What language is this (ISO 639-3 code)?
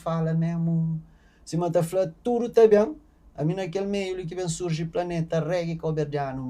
kea